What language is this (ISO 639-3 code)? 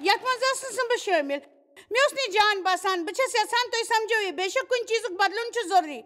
kas